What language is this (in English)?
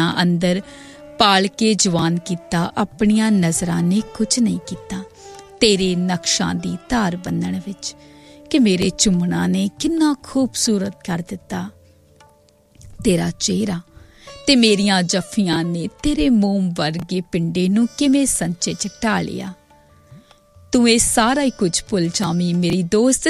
Punjabi